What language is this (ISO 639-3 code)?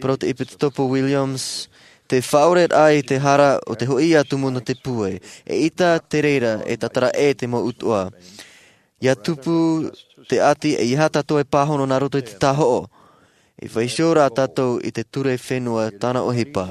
tah